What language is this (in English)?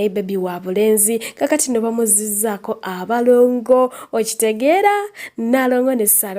Ganda